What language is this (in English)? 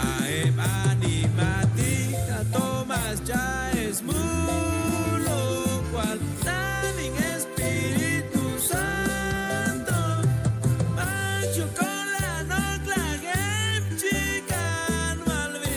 Chuj